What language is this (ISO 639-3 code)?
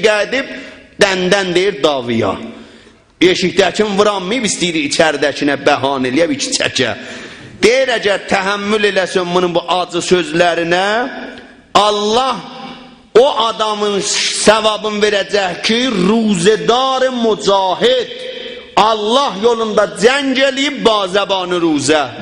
azb